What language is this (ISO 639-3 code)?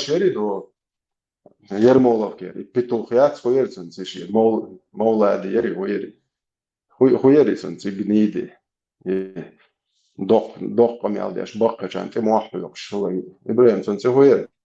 che